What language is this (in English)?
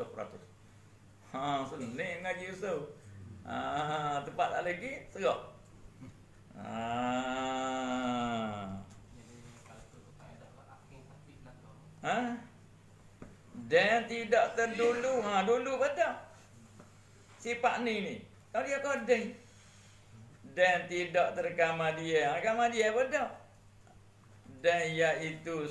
Malay